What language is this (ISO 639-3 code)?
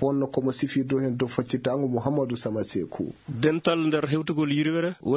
ful